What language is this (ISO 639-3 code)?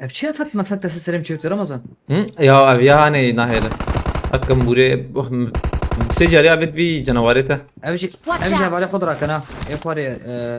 kur